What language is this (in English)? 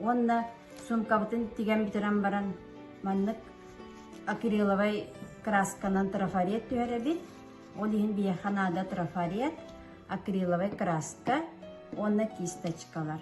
Yakut